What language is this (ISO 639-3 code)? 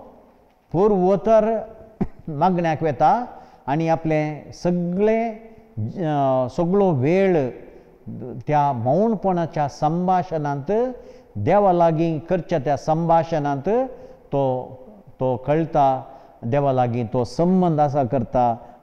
kok